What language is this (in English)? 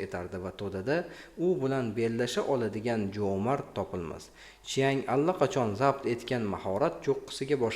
Uzbek